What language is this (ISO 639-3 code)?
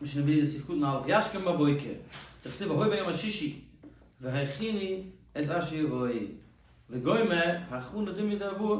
yid